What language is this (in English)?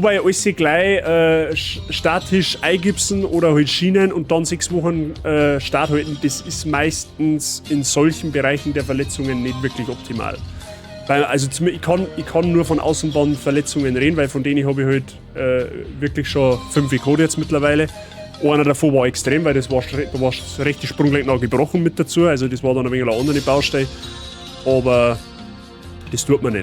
Bavarian